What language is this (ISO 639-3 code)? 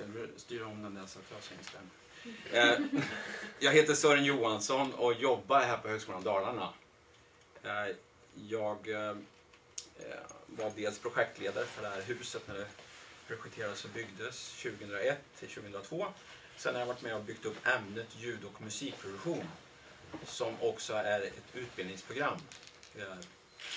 swe